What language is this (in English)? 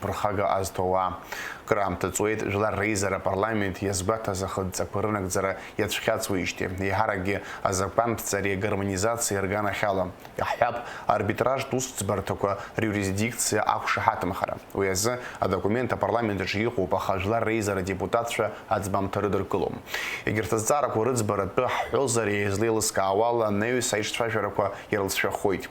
Abkhazian